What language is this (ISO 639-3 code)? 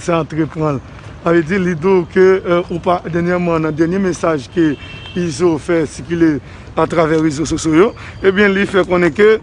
hat